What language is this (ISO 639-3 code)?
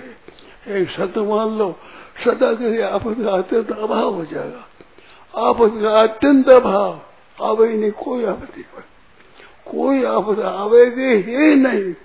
hin